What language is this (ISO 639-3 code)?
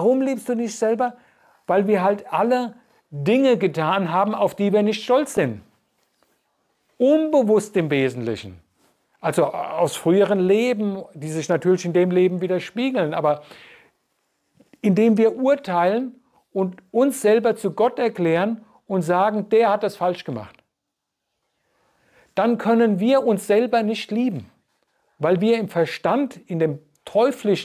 deu